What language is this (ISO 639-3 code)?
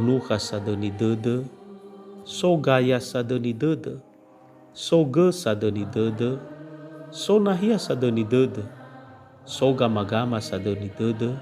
nia